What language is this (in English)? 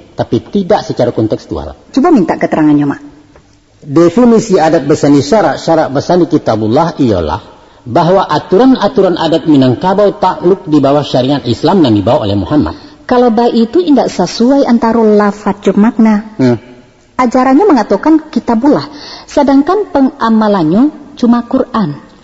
Minangkabau